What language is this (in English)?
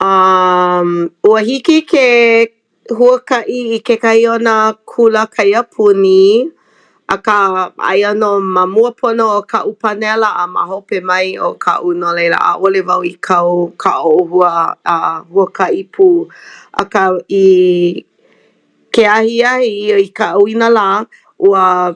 Hawaiian